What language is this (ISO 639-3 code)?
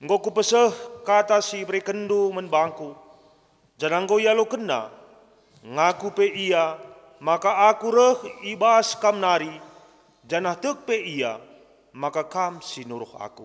btx